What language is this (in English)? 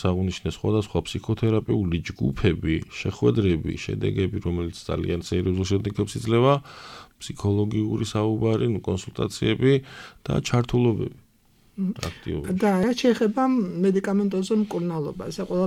Georgian